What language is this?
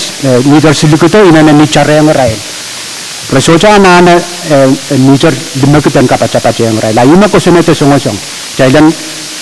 Pohnpeian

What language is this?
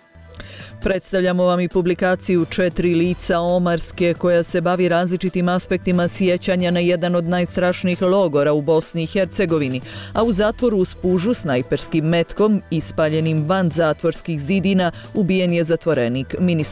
Bosnian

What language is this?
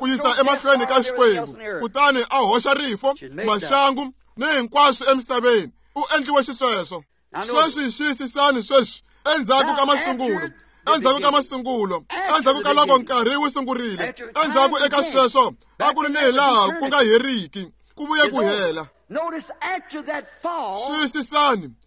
Tsonga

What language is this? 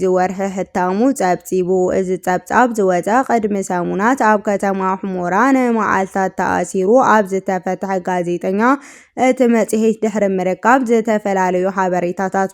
Tigrinya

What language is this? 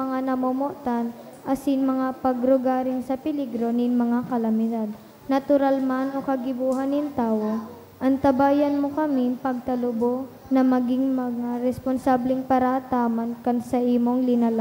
Bikol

